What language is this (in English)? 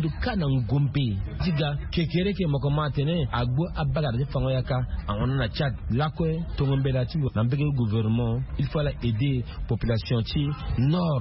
Sango